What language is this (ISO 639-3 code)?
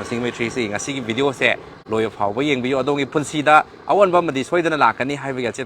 mni